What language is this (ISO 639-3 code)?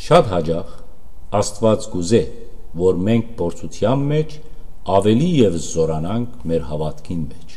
hyw